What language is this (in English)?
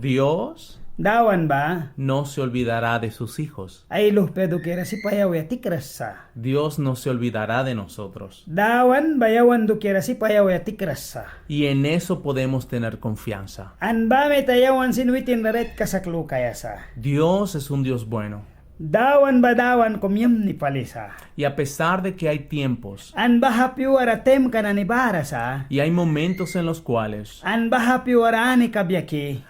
Mískito